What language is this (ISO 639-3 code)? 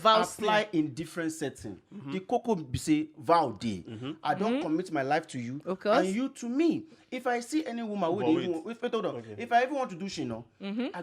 pcm